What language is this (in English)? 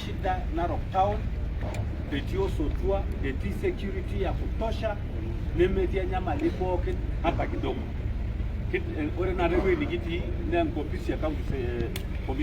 Masai